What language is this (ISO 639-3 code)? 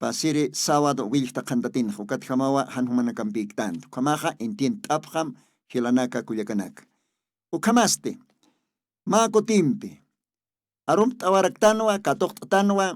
aym